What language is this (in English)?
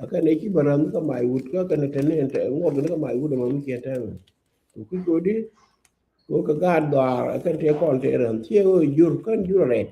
Nuer